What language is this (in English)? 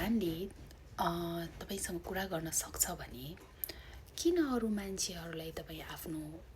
Nepali